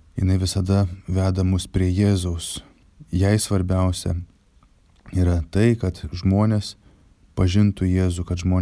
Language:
Lithuanian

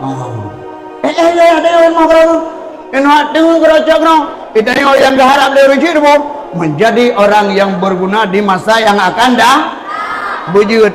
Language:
Achinese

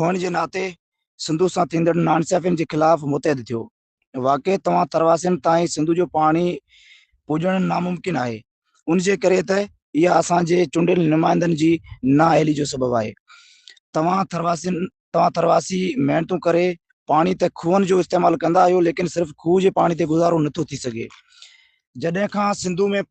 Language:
Sindhi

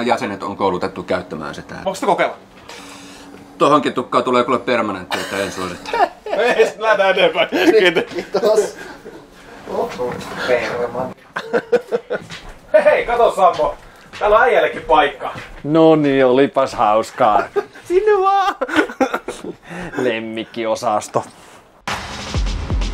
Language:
Finnish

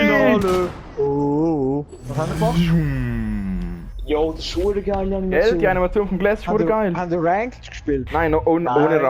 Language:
Swiss German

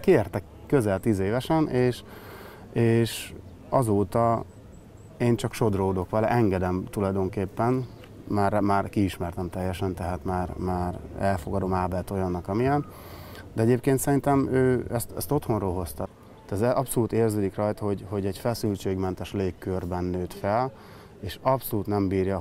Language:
Hungarian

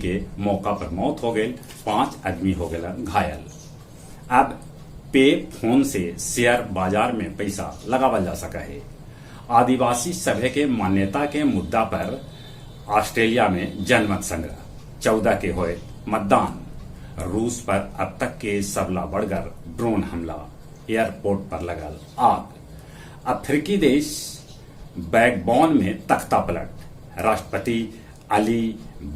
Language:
Magahi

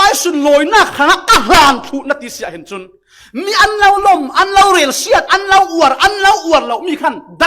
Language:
Falam Chin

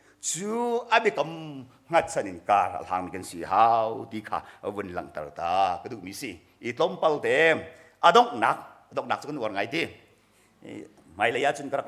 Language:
Hakha Chin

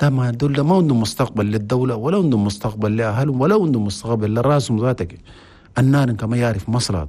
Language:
Chadian Arabic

